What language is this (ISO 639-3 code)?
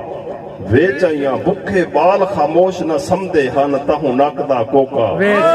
skr